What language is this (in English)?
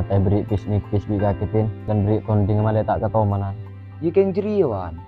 Madurese